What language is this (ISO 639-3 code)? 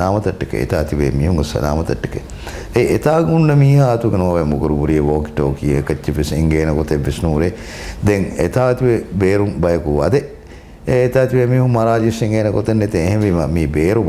div